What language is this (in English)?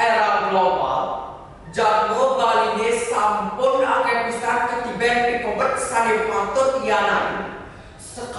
Balinese